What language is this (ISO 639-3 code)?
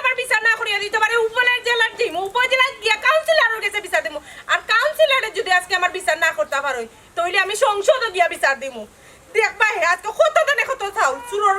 syl